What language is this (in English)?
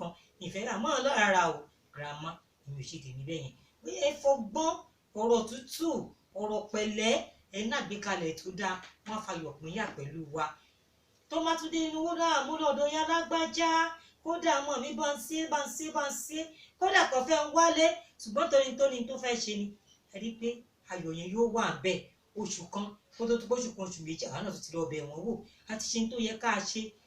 Yoruba